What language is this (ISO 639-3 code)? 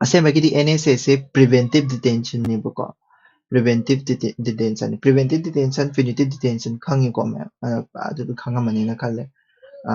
mni